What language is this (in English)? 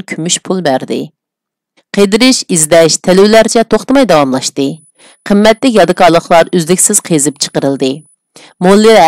Uyghur